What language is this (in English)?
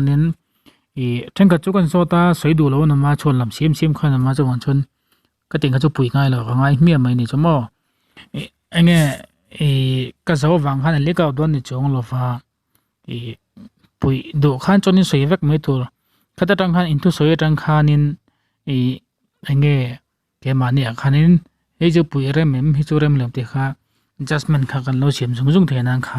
Mizo